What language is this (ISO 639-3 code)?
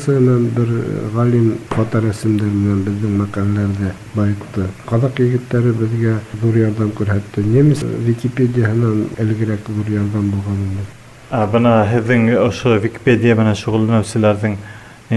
bak